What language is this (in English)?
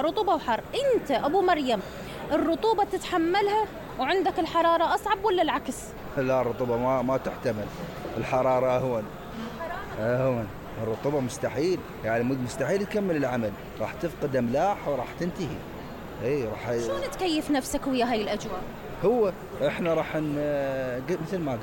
Mesopotamian Arabic